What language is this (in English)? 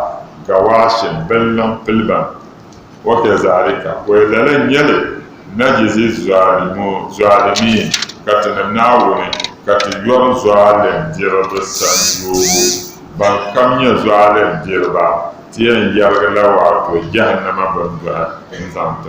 Dagbani